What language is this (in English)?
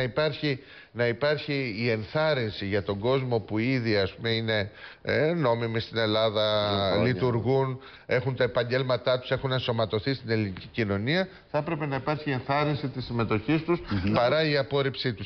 Greek